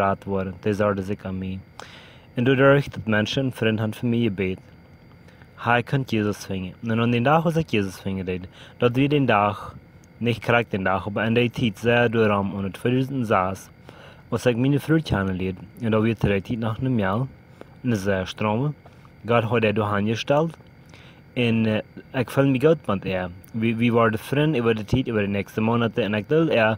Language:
Plautdietsch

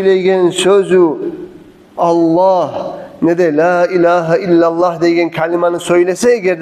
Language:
Kumyk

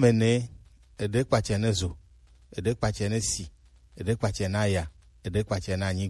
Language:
Gen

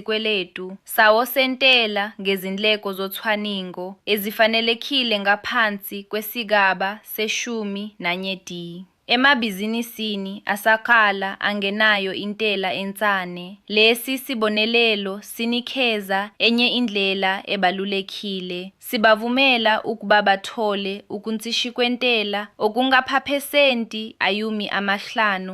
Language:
Zulu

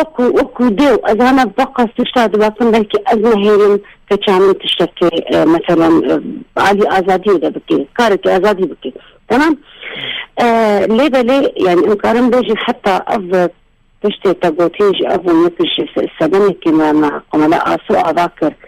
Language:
Kurdish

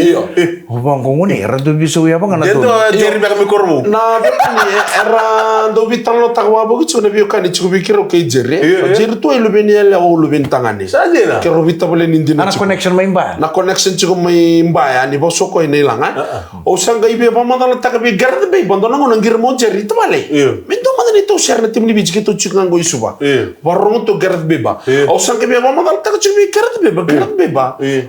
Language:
Fijian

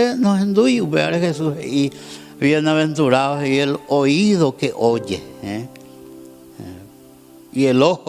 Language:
Guarani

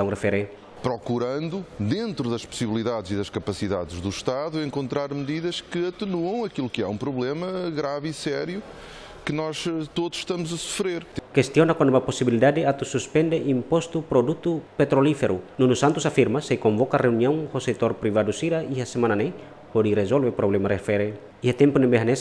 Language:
Tetum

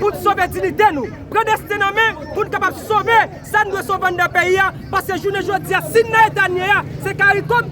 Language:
Haitian Creole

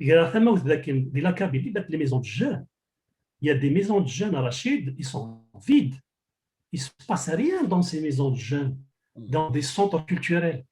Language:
Kabyle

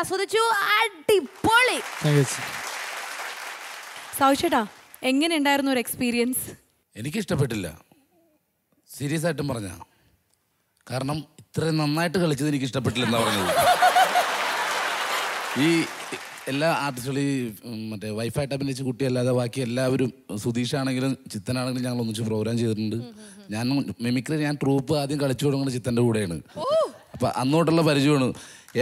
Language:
Malayalam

